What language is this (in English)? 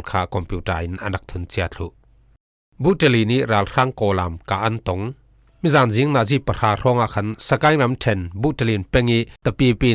Falam Chin